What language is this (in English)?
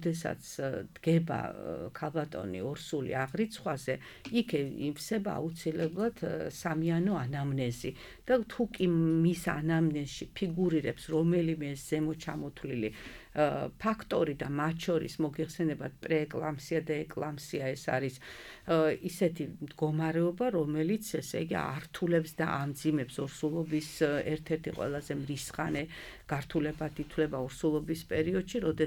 Georgian